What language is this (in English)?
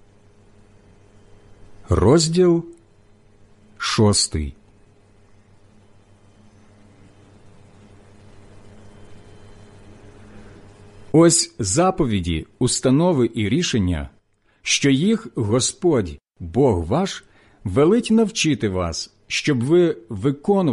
Ukrainian